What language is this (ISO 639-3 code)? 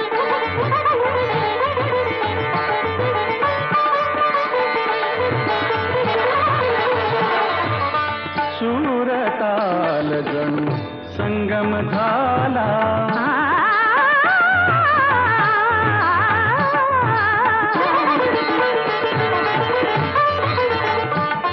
mar